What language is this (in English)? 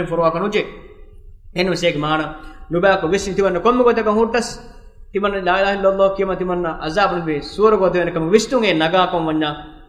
Divehi